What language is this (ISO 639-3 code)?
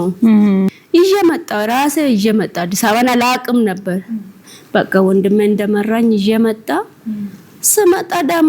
amh